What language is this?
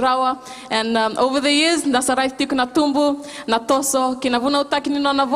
Fijian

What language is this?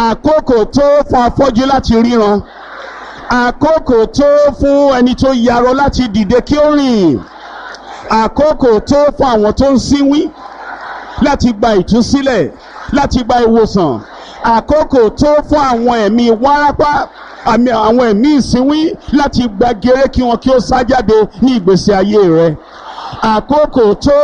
Yoruba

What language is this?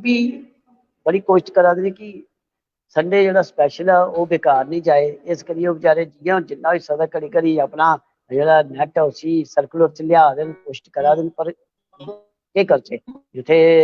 Dogri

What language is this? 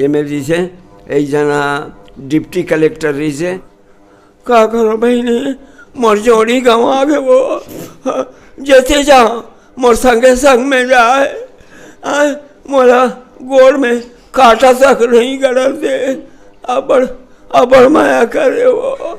Chhattisgarhi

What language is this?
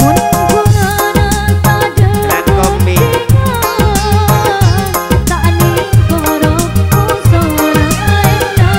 Madurese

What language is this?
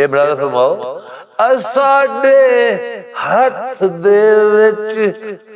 Western Panjabi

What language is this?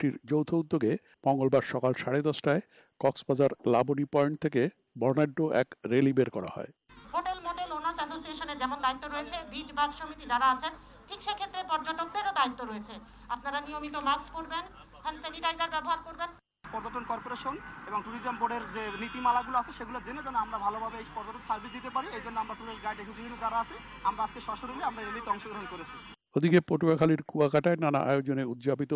Bangla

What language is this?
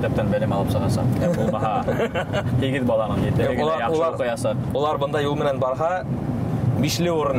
Bashkir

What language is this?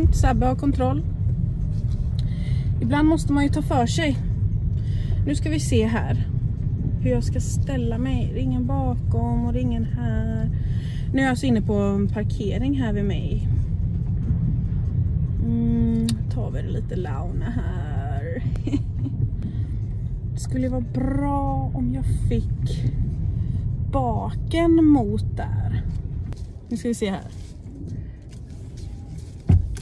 Swedish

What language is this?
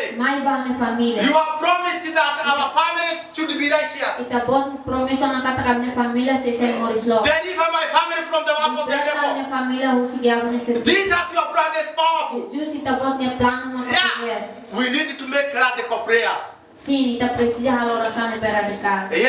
Tetum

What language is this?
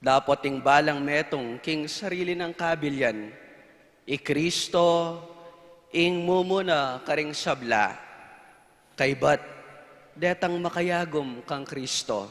Pampanga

